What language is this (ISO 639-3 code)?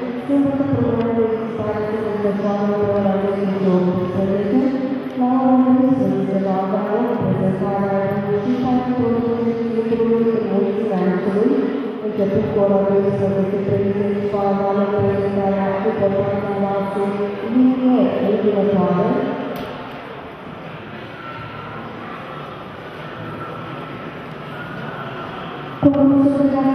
ron